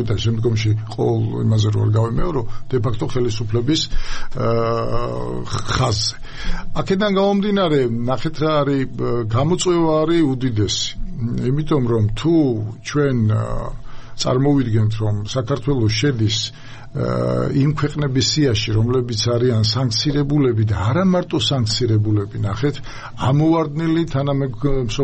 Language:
Georgian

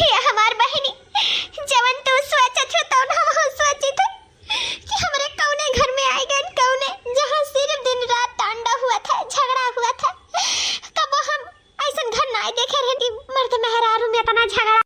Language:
Awadhi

